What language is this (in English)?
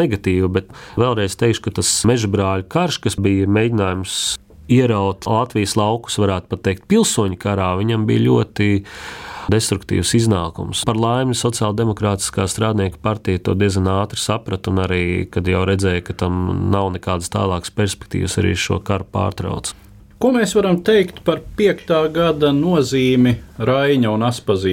Latvian